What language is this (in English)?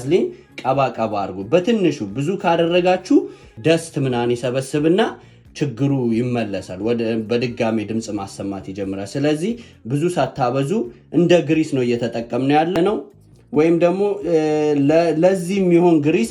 Amharic